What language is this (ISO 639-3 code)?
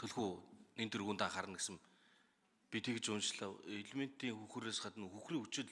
mon